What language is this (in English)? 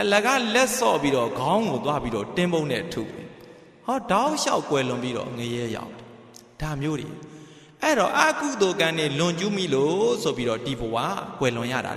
Burmese